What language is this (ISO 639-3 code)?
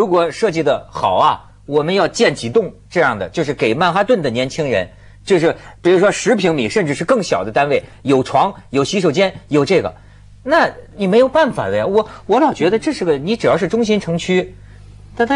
zho